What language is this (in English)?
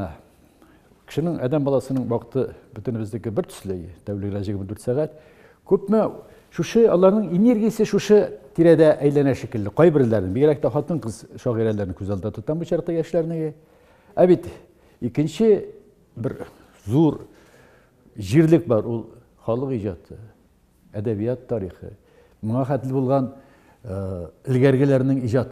Tatar